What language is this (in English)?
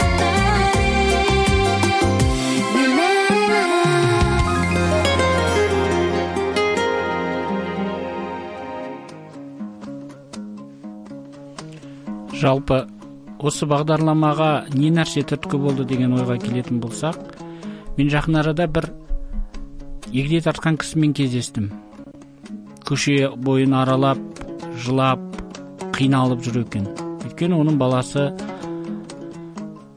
Kazakh